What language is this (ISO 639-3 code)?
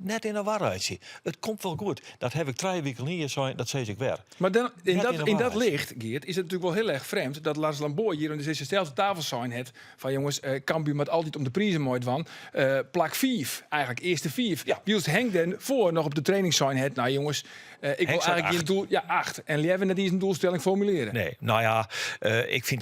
fry